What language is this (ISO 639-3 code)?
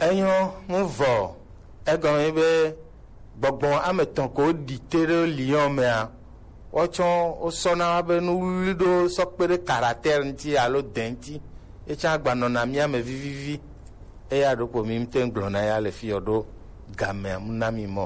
gej